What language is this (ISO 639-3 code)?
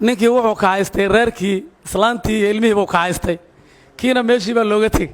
som